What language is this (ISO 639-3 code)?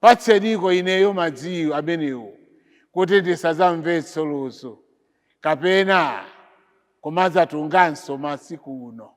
nya